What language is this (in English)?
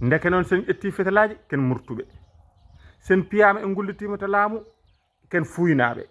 Fula